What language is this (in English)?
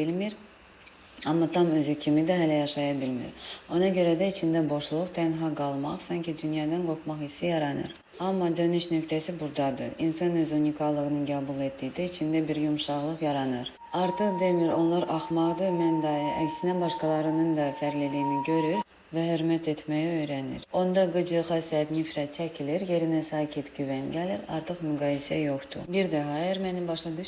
Azerbaijani